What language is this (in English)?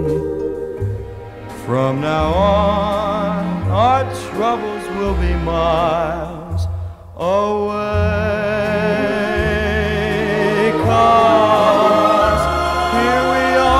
English